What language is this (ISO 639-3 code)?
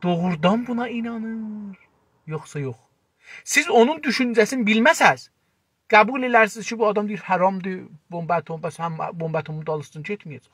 azb